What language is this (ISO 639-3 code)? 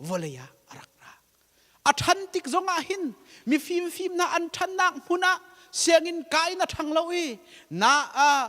cnh